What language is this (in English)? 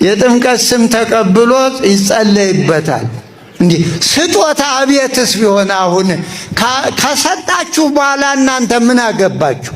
Amharic